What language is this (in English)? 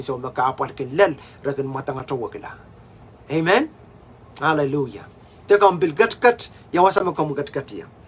Pohnpeian